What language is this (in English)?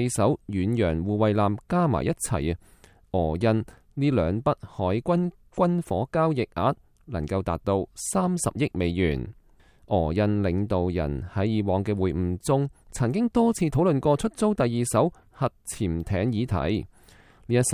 Cantonese